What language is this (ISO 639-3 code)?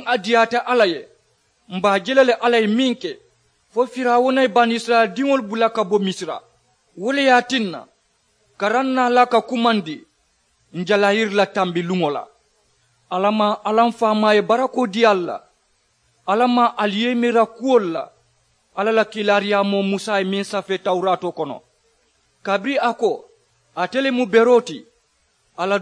man